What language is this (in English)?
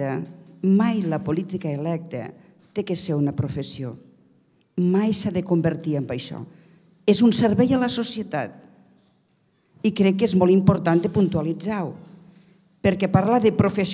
Catalan